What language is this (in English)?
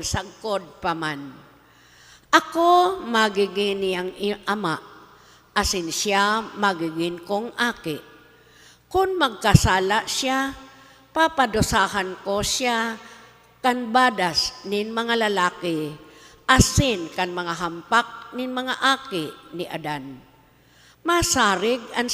Bikol